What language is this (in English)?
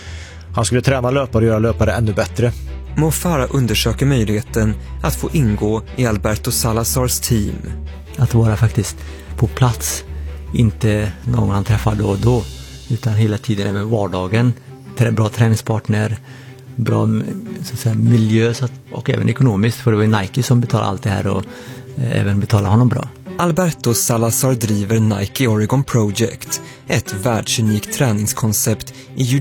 Swedish